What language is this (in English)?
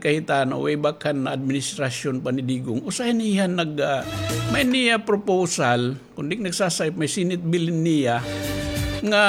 Waray